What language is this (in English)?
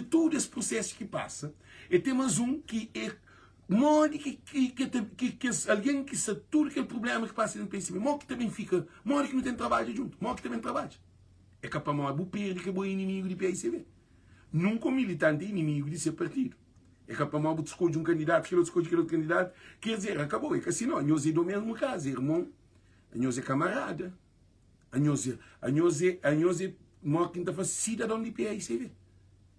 Kabuverdianu